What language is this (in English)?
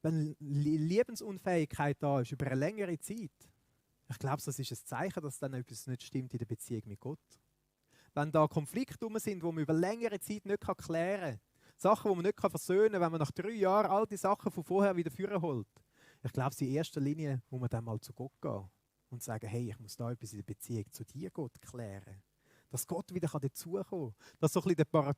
Swiss German